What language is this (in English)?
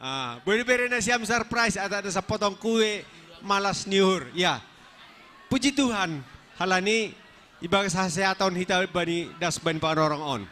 Batak Simalungun